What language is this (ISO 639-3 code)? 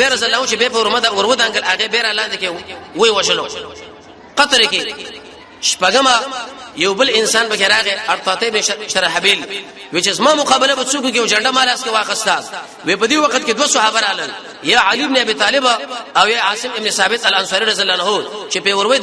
pus